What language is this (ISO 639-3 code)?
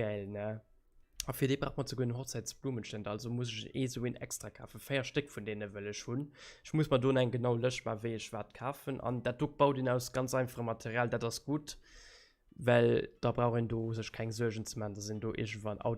ltz